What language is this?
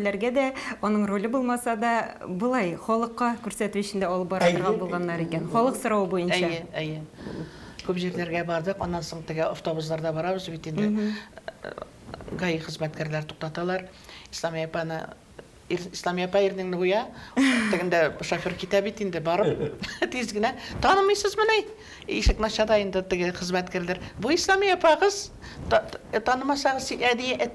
Tatar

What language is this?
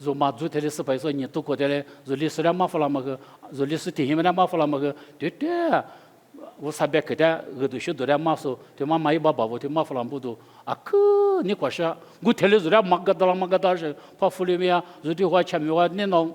Lisu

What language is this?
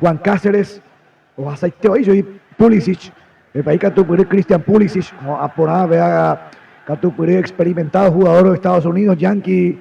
Guarani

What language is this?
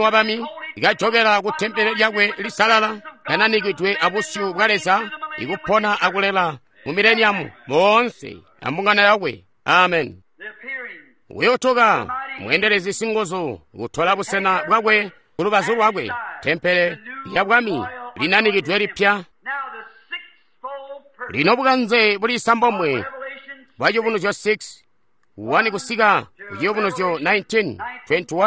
Tonga (Zambia)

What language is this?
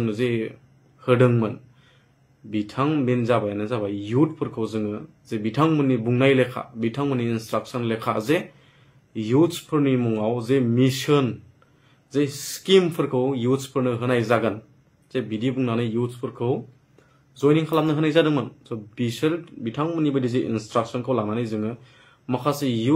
Bodo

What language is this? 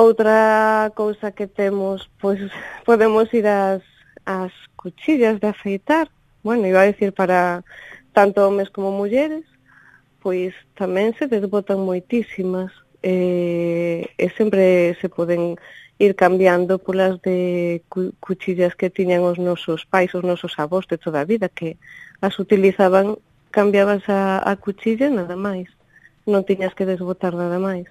Galician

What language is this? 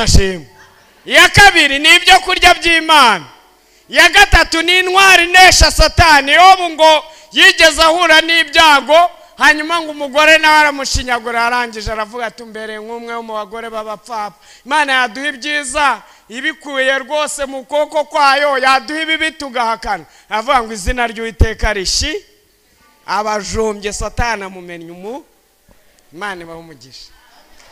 Kinyarwanda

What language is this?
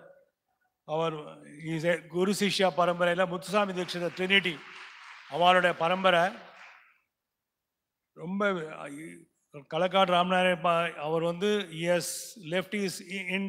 Tamil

